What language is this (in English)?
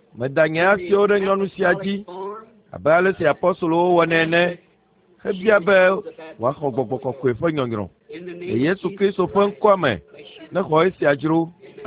Ewe